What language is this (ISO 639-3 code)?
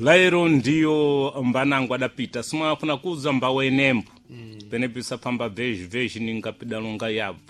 seh